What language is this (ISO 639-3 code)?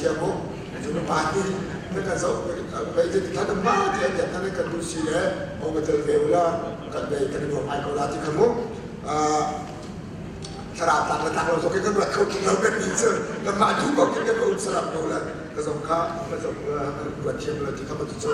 cnh